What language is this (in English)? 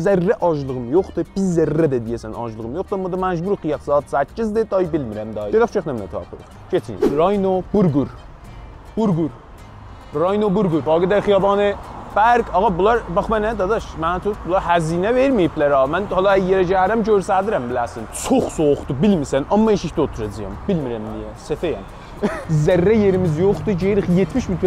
South Azerbaijani